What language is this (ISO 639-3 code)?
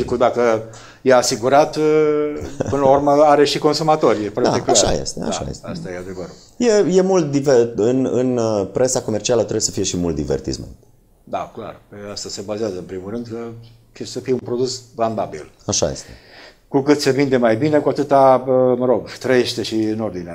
ron